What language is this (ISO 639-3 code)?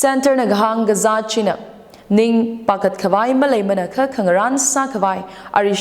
nmf